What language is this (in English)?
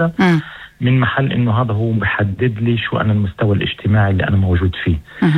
North Levantine Arabic